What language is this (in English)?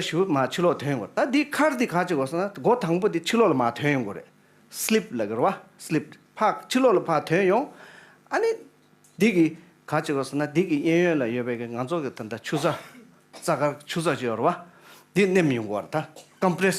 Tibetan